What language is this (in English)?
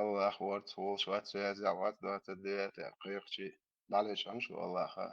Chechen